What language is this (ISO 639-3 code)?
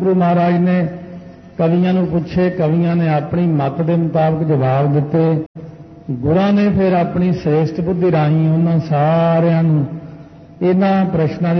pan